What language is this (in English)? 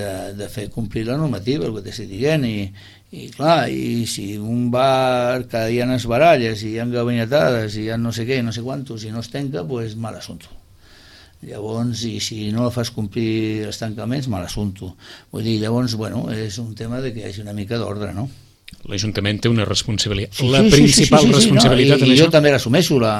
Catalan